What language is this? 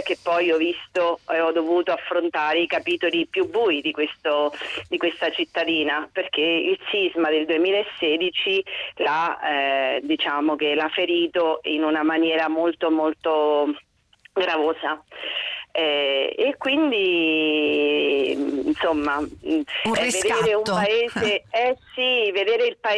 Italian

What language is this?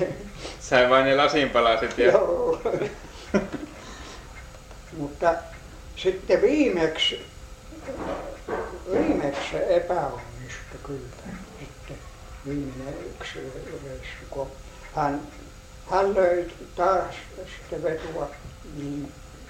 Finnish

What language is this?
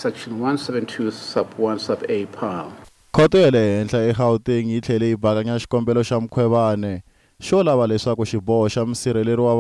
Tsonga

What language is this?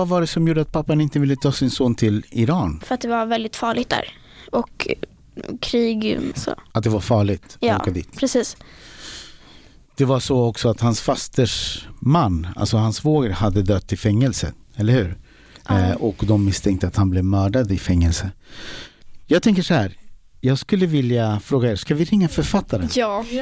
Swedish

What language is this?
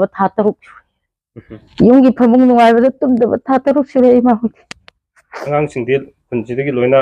Manipuri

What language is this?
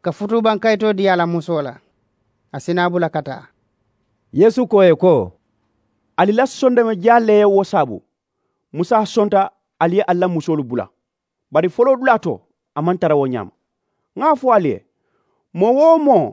Mandingo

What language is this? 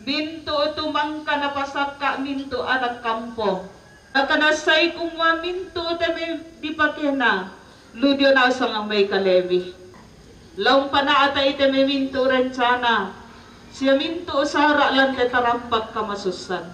Toraja-Sa'dan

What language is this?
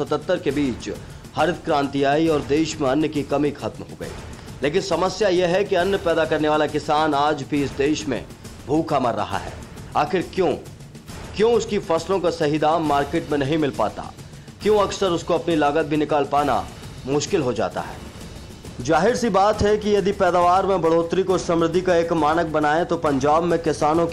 Hindi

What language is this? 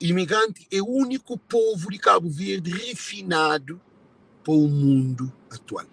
Kabuverdianu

